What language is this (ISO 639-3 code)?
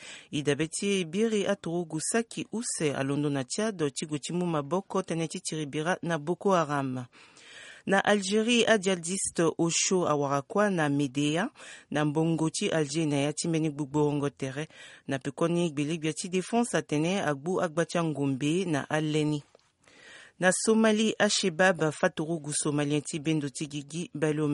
sag